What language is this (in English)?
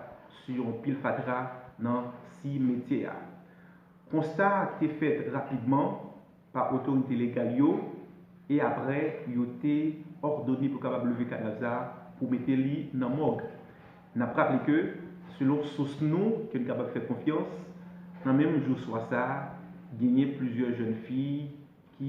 Haitian Creole